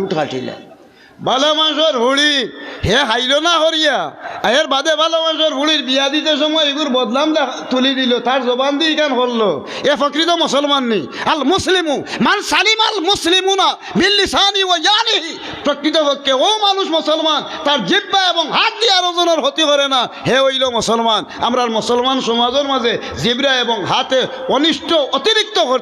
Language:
Sylheti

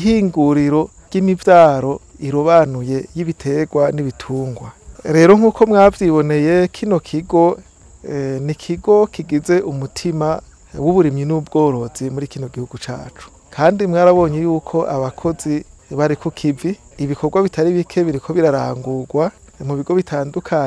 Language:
Rundi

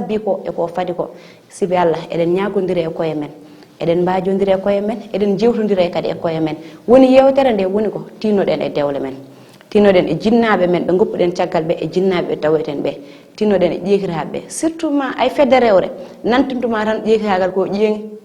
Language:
Fula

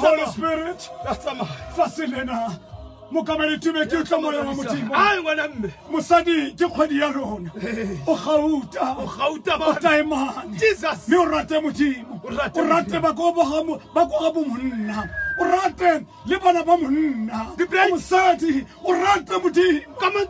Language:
Tswana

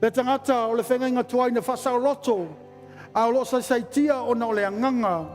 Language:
Samoan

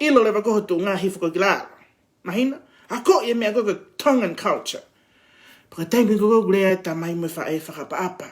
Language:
Tongan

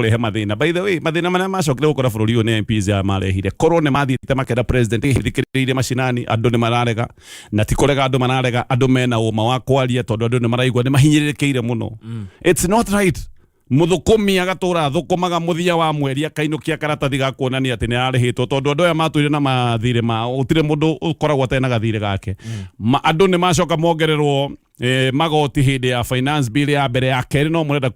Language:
Kikuyu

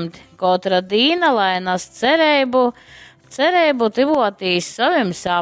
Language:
Latgalian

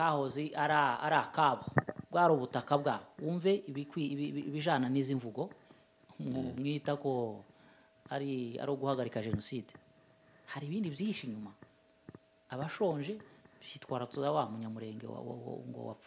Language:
Kinyarwanda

